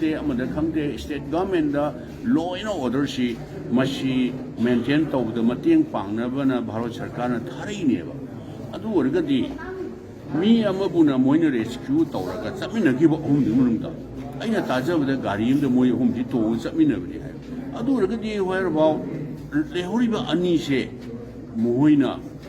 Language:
Manipuri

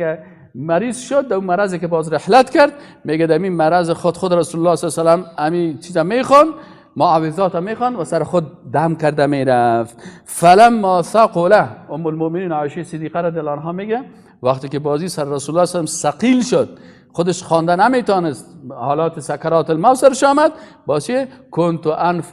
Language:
Persian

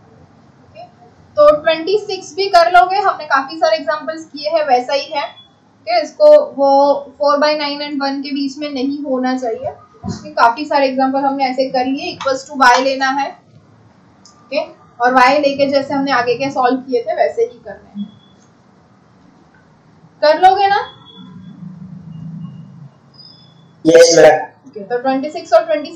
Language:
Hindi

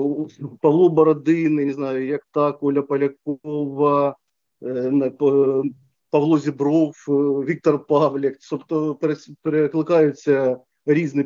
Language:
Ukrainian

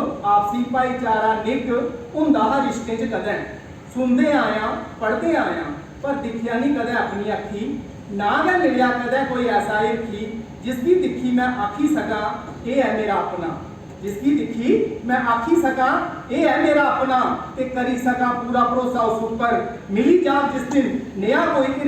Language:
Dogri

